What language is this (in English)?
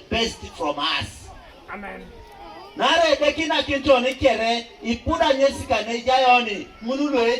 Teso